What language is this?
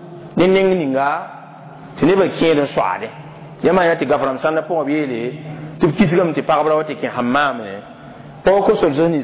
Mossi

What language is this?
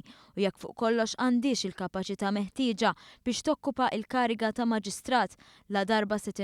Maltese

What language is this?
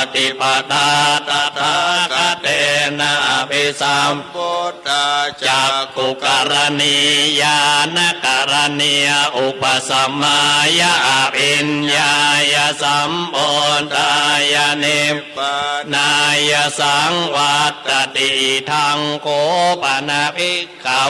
Pali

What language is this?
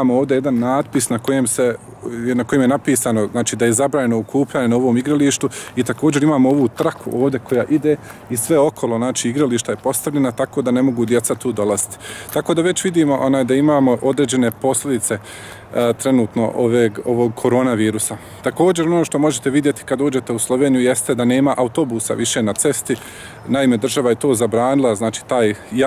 Bosnian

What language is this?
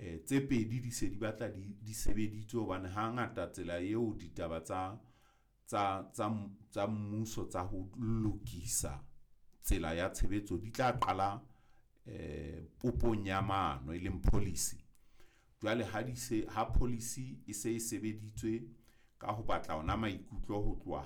Southern Sotho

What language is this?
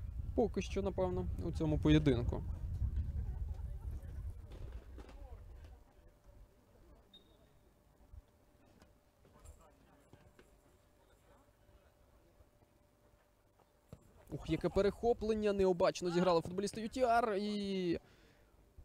Ukrainian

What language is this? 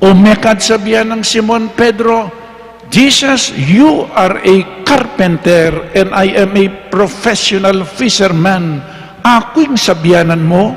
Pampanga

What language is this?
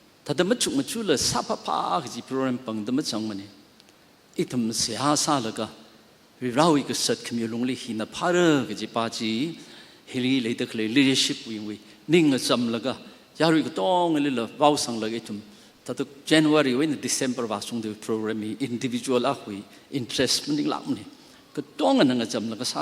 Tangkhul Naga (India)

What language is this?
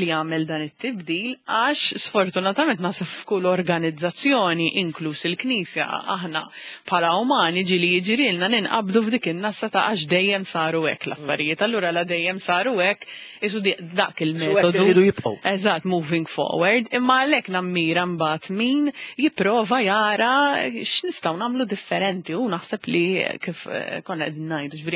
Maltese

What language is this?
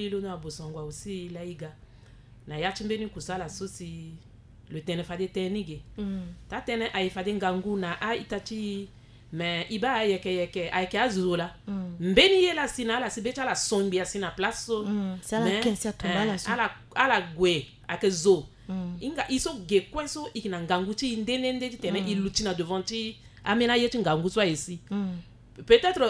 Sango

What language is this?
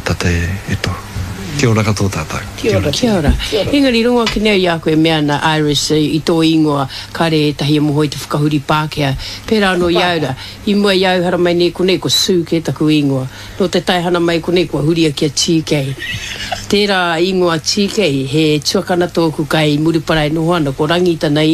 Māori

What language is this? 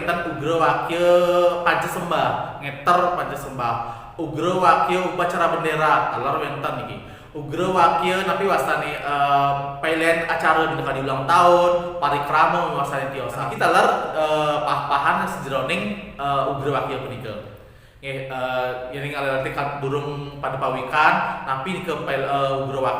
Balinese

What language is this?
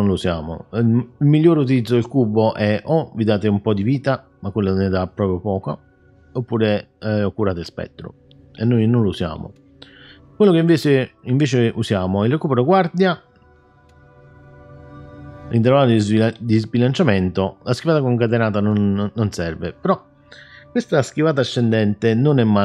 Italian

